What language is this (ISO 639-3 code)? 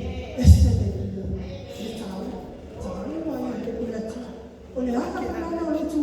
smo